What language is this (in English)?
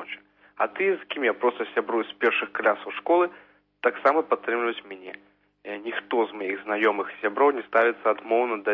Belarusian